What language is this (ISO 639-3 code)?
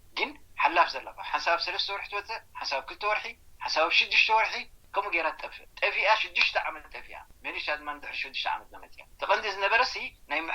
tir